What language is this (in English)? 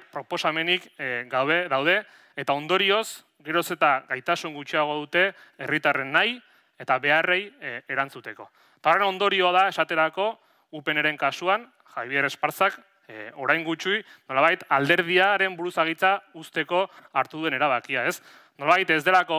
Basque